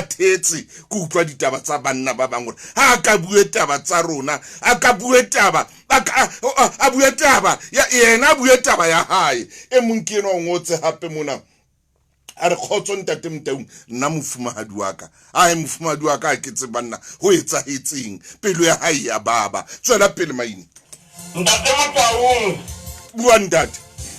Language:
Southern Sotho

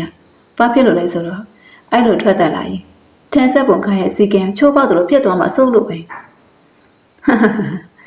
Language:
Burmese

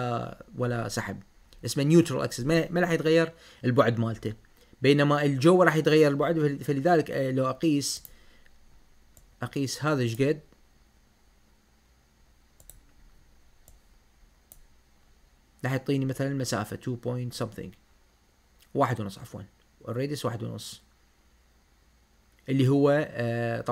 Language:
Mesopotamian Arabic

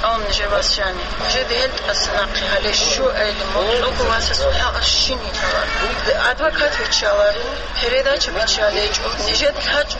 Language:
Avaric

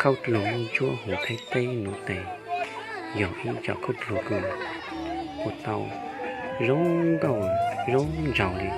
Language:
Hmong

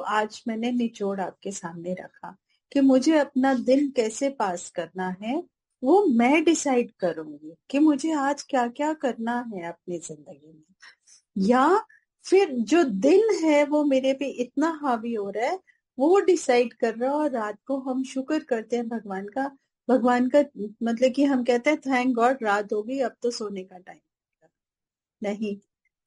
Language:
Hindi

